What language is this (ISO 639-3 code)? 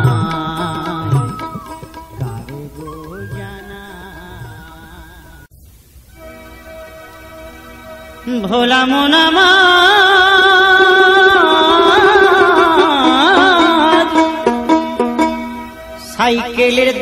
ben